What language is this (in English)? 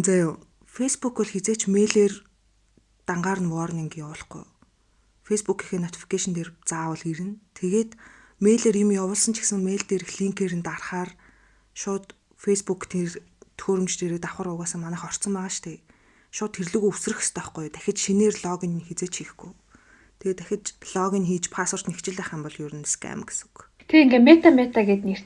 Mongolian